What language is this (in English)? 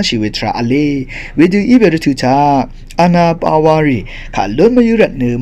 Rawang